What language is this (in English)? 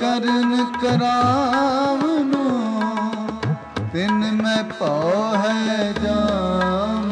Punjabi